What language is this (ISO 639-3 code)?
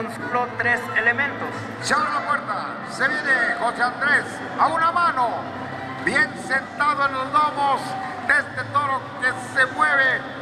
spa